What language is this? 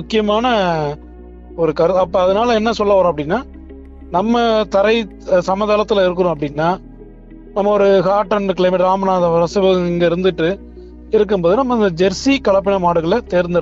Tamil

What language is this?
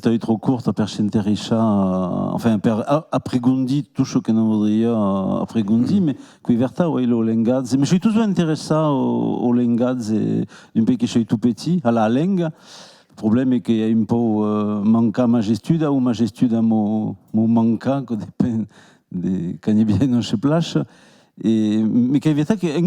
Occitan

